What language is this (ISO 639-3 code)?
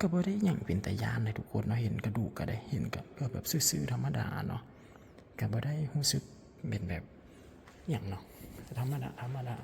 lao